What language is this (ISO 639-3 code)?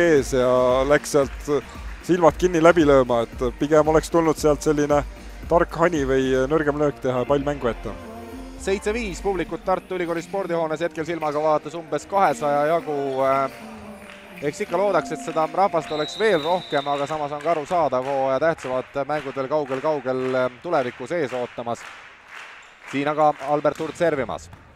est